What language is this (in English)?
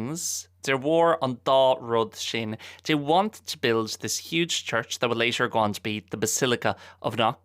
Irish